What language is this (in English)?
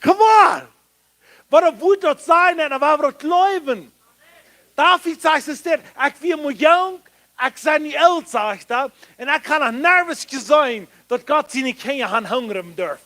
Plautdietsch